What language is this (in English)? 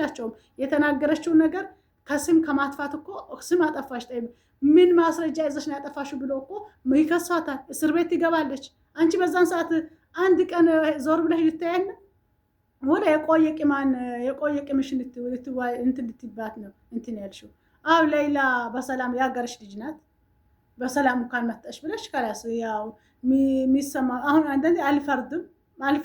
Amharic